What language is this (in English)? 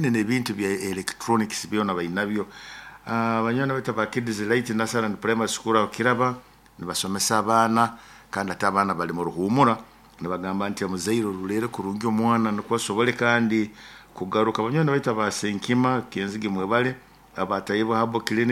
Nyoro